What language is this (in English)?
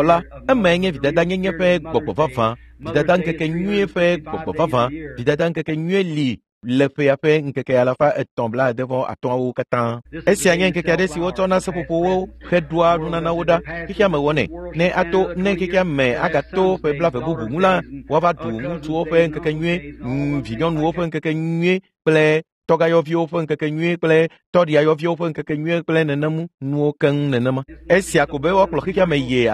Ewe